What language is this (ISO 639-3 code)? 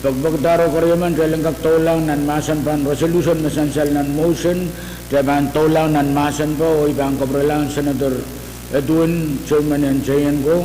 pon